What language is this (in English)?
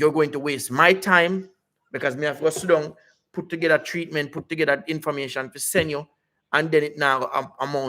Jamaican Creole English